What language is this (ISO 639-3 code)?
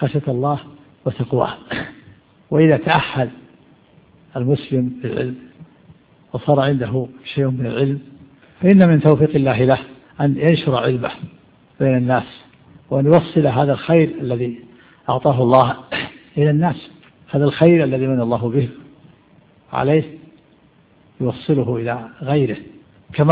ara